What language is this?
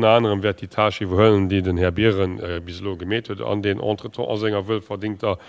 Luxembourgish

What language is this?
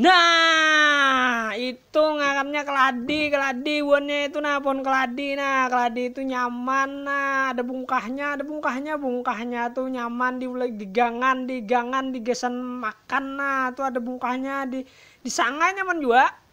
Banjar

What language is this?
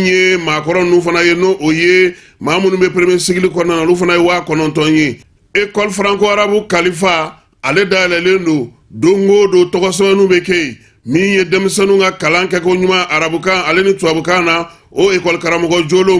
Bambara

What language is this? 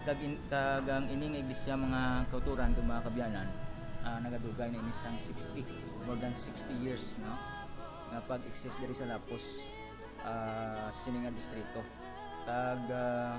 Hiligaynon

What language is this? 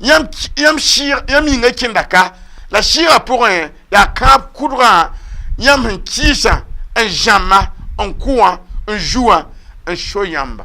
Mossi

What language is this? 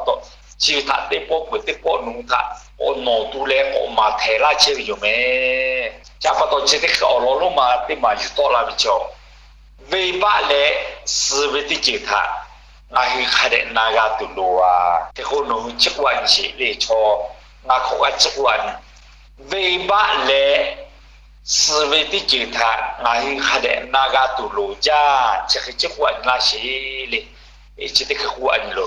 Lahu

